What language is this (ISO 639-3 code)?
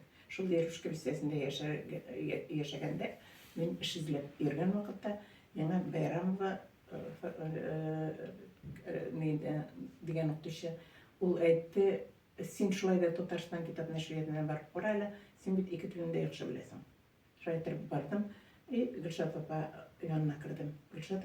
tat